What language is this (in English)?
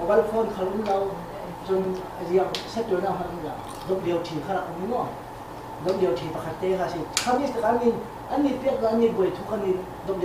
Falam Chin